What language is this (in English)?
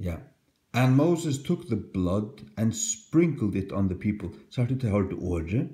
Faroese